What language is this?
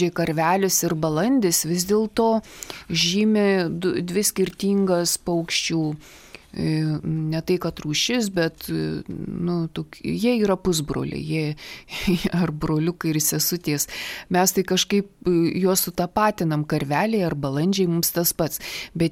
Lithuanian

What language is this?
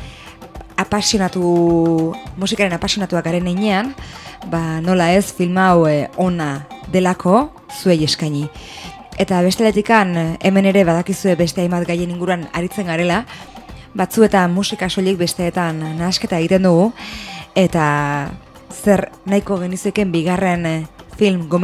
Basque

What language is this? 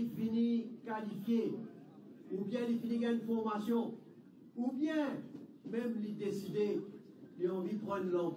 Morisyen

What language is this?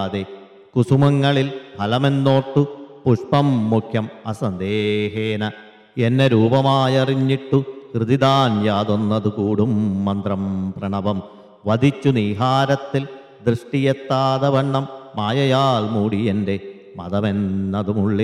Malayalam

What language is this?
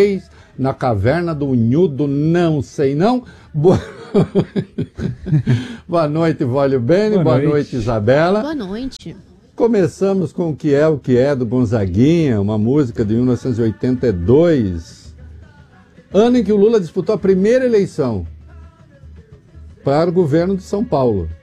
Portuguese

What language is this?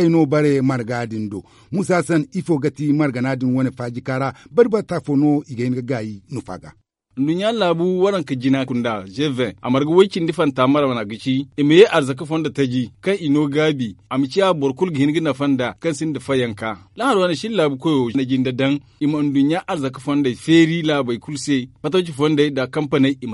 Zarma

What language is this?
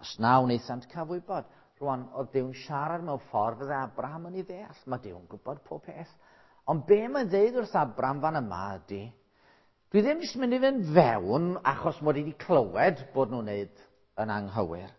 Welsh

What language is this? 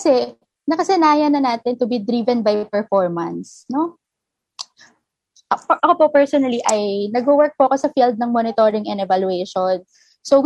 Filipino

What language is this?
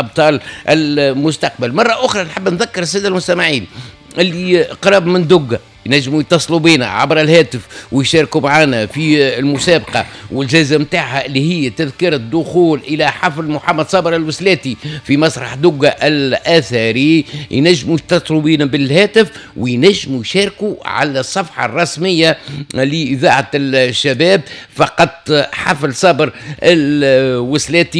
Tunisian Arabic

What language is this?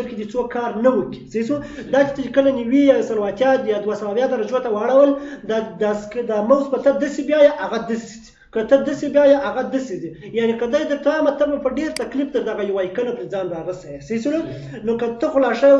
Pashto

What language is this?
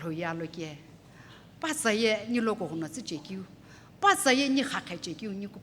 Sumi Naga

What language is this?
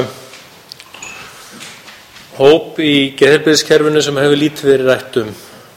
Icelandic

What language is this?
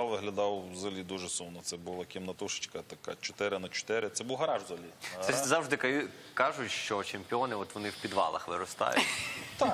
Ukrainian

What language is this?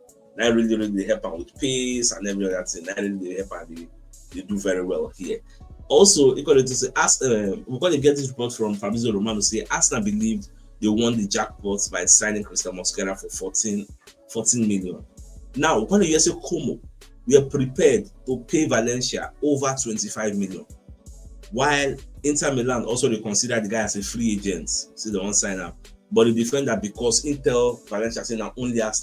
Nigerian Pidgin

